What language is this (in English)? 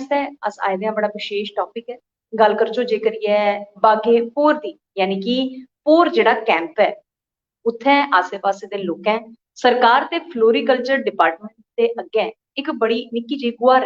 Dogri